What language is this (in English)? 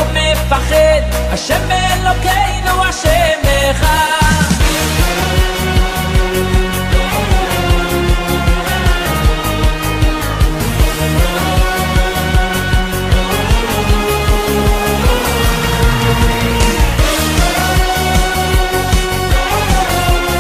Hebrew